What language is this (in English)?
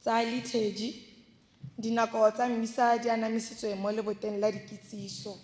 Tswana